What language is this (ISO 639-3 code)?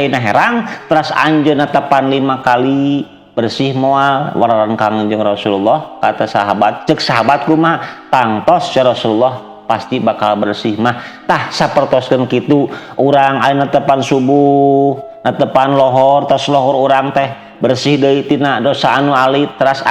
sun